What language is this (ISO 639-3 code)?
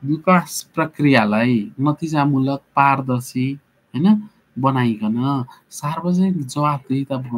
nep